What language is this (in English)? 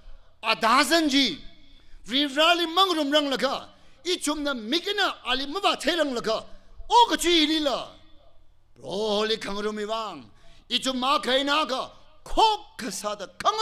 Tangkhul Naga (India)